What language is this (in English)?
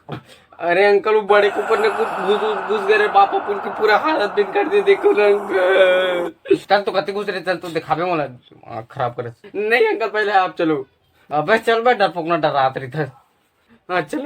Chhattisgarhi